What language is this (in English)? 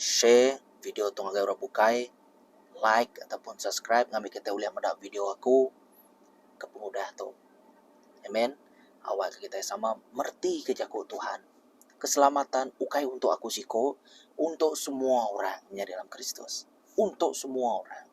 Iban